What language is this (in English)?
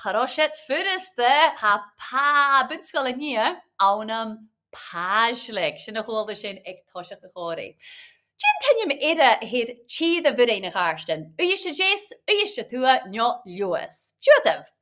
Scottish Gaelic